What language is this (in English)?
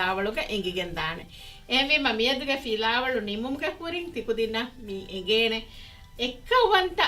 Divehi